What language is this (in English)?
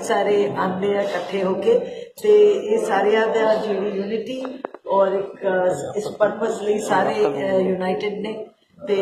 Dogri